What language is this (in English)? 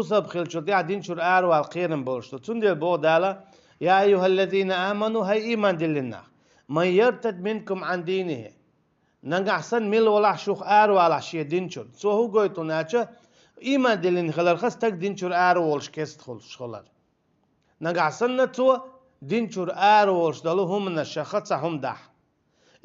Chechen